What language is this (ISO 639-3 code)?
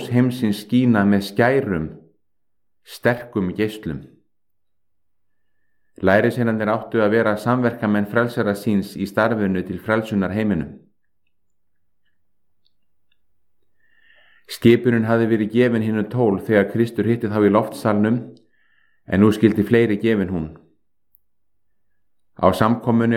isl